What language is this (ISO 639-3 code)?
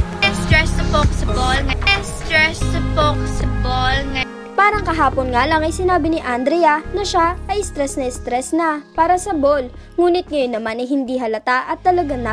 fil